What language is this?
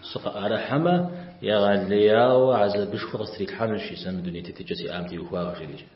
Kabardian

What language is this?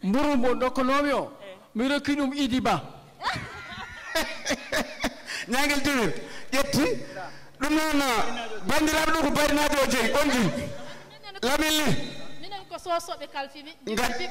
Fula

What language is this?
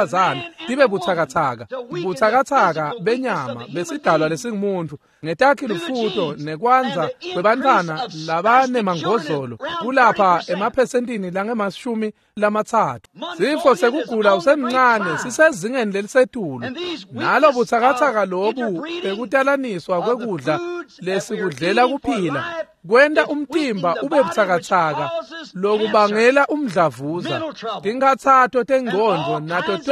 Swati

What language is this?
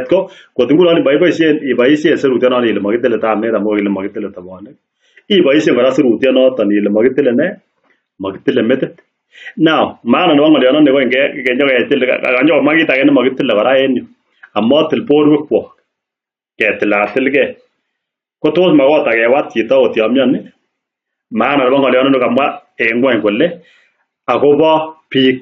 Kalenjin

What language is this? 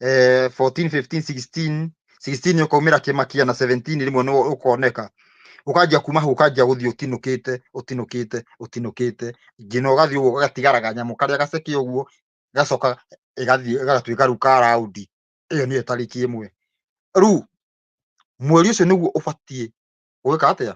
Kikuyu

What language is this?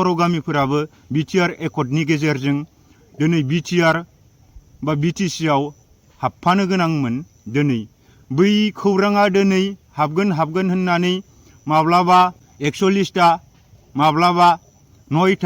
Bodo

